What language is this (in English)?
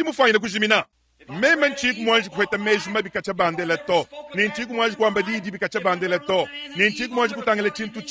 Luba-Lulua